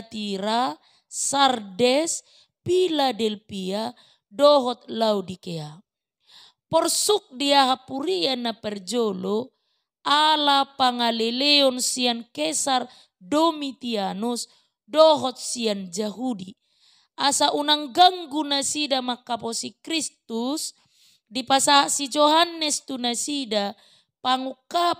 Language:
Batak Toba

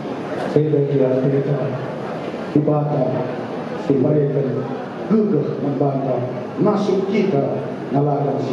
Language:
Batak Karo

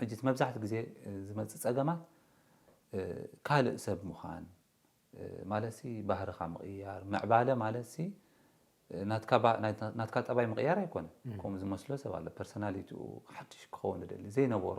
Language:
Tigrinya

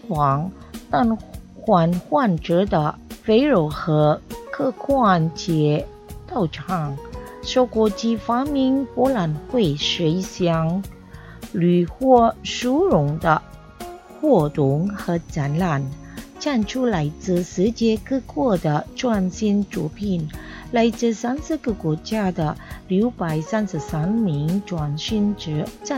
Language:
Chinese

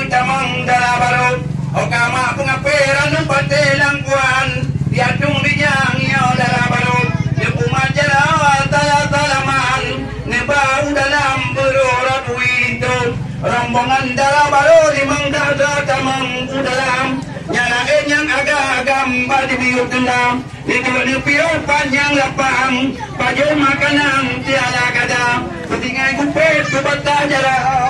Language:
Achinese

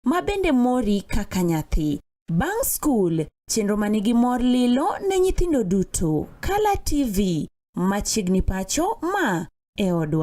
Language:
Luo (Kenya and Tanzania)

